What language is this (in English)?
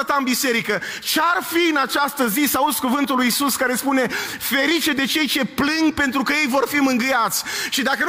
Romanian